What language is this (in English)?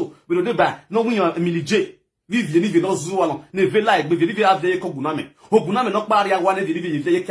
Nigerian Pidgin